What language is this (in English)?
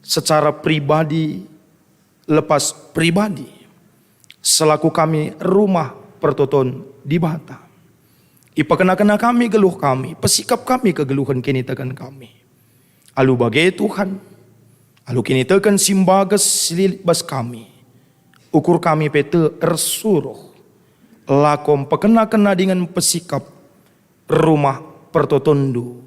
Batak Karo